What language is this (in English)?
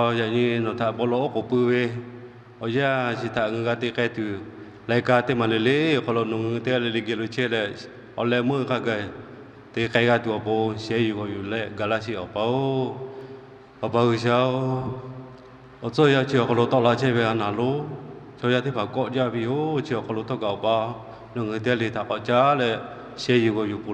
Lahu